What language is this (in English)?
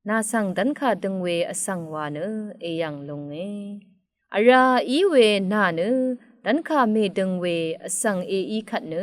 Rawang